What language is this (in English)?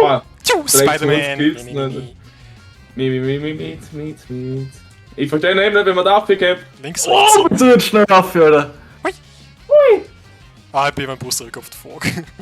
Bavarian